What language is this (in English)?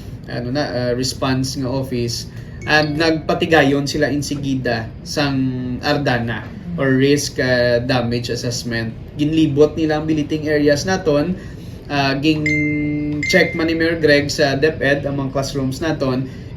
Hiligaynon